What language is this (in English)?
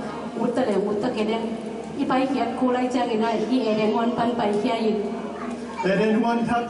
Tedim Chin